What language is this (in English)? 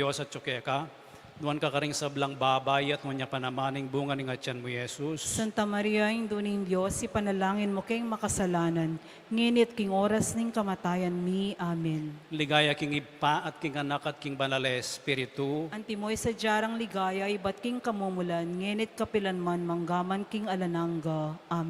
Pampanga